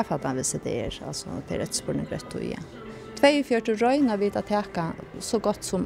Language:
Faroese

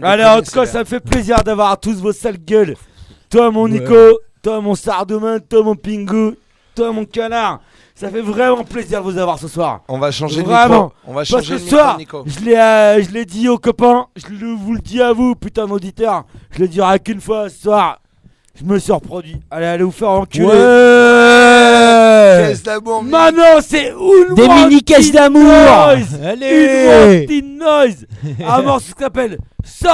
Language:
French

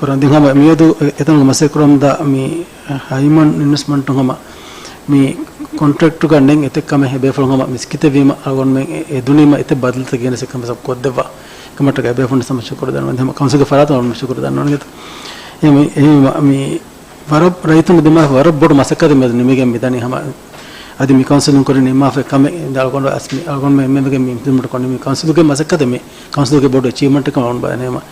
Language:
Divehi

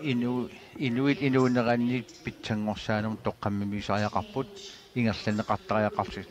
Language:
Kalaallisut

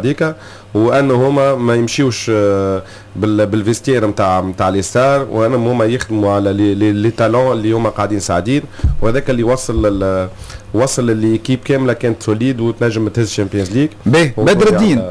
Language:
Tunisian Arabic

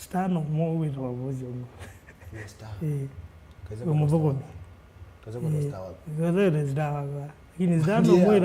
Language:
Kamba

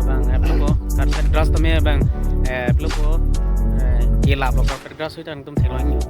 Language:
Karbi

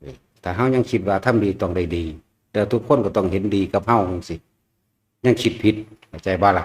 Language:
Northeastern Thai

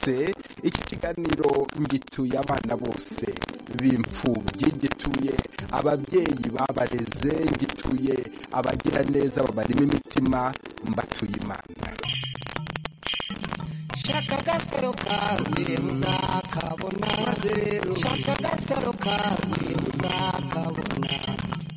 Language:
Kinyarwanda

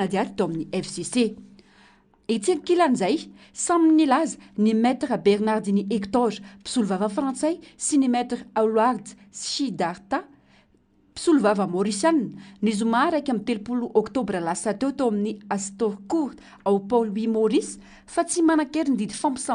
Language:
Malagasy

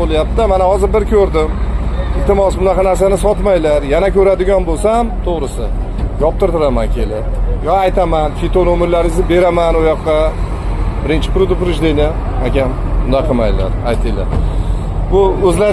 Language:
Uzbek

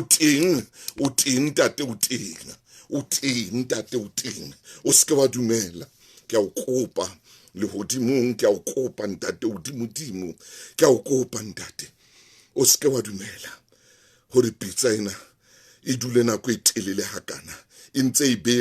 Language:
Southern Sotho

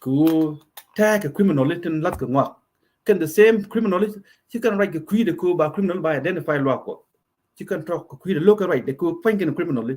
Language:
Nuer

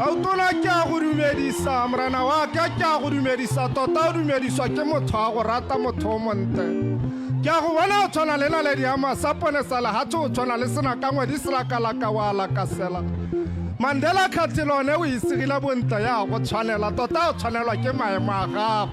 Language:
Tswana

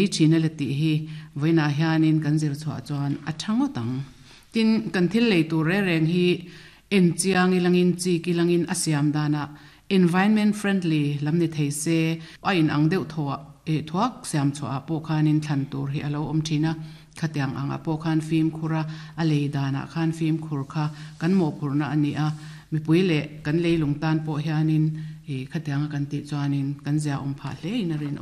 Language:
Mizo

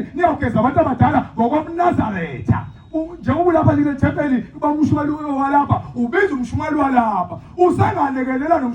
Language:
Zulu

